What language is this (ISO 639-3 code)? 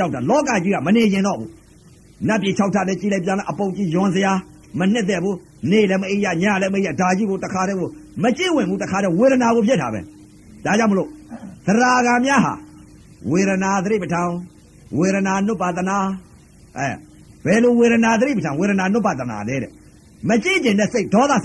mya